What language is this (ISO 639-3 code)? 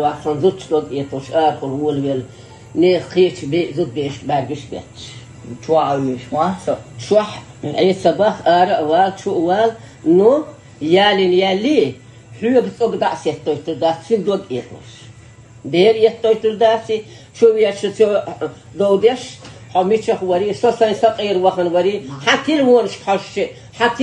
che